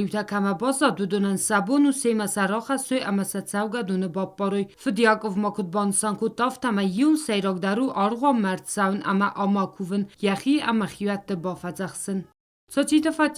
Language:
Ossetic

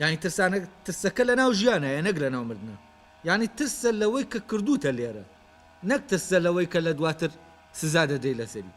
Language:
Central Kurdish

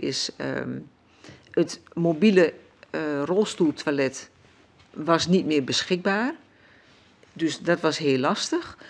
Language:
Dutch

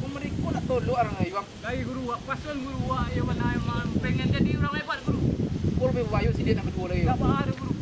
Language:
Minangkabau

